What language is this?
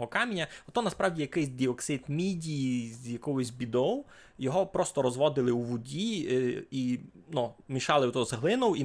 Rusyn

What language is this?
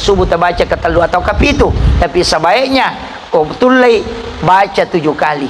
Buginese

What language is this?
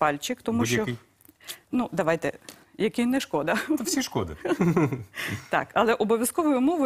Ukrainian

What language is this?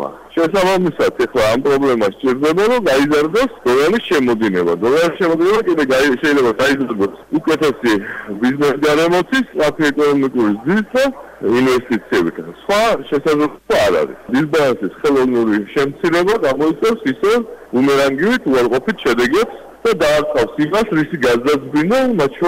Georgian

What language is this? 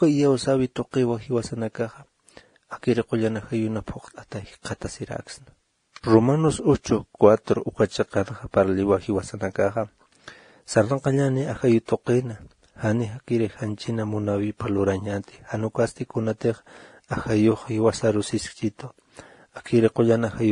Aymara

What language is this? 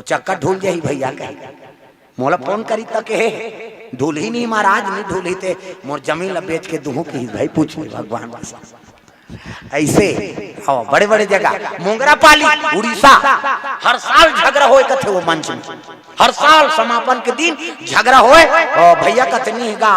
Chhattisgarhi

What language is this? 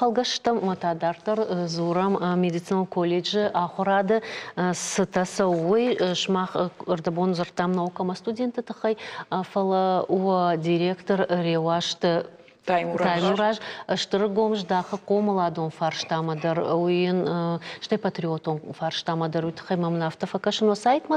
Ossetic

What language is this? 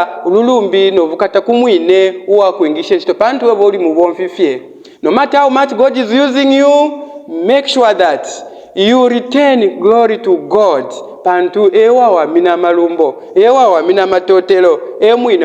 Bemba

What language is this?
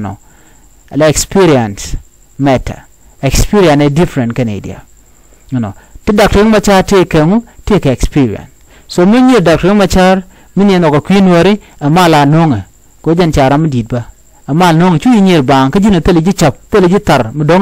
Nuer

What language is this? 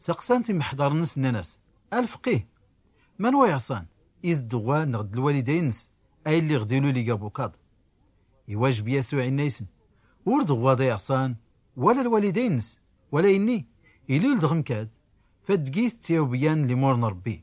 Tachelhit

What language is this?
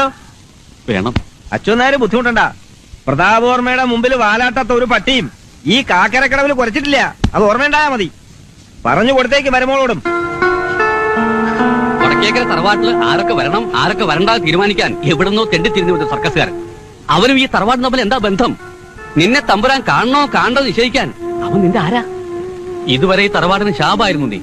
Malayalam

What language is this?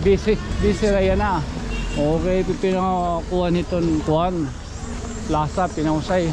Waray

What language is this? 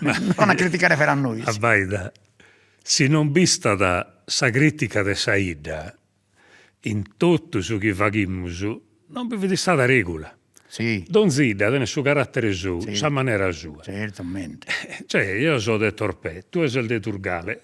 Sardinian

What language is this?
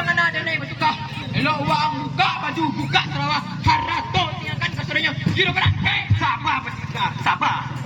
Minangkabau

